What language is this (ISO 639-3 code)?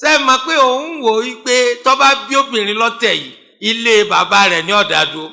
yor